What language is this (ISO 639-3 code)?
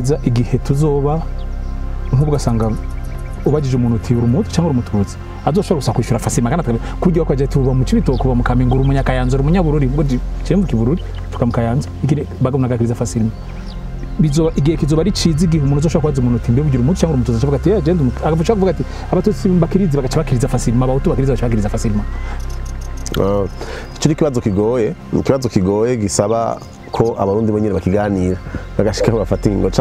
run